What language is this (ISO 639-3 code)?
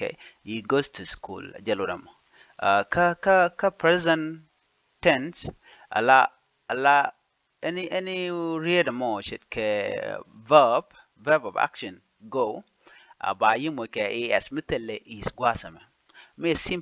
nus